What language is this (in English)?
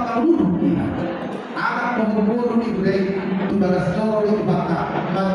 Batak Toba